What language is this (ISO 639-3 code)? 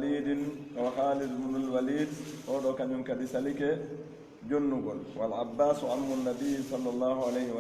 fuf